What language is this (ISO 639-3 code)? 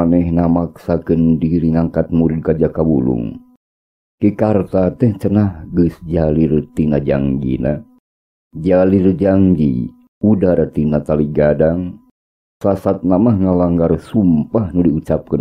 sun